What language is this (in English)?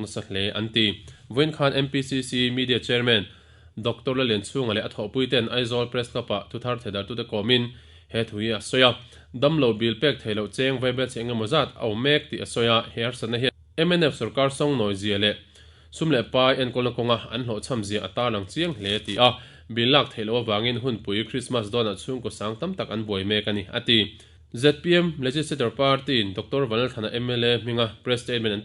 Mizo